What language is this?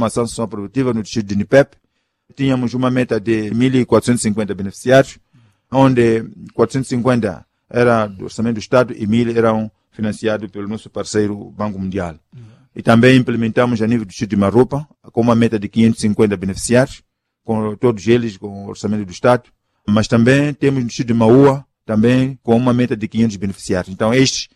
Portuguese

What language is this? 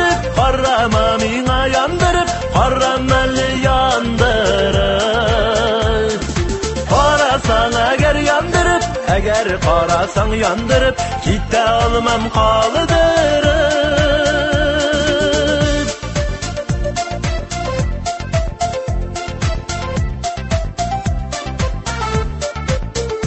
Tatar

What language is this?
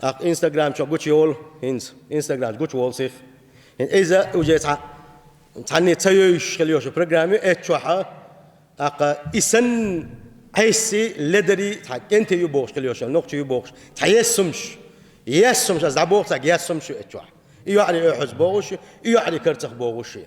Chechen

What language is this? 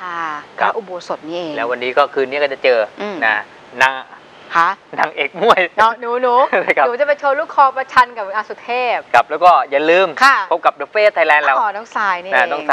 Thai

